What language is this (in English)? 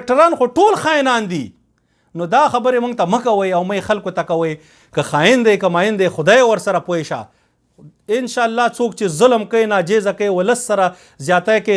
Pashto